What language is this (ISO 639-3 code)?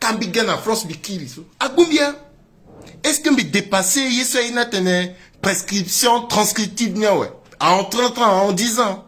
sag